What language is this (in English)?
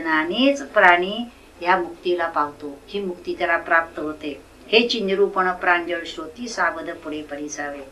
Marathi